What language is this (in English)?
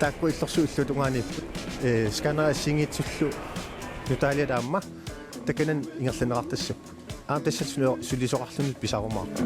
Kalaallisut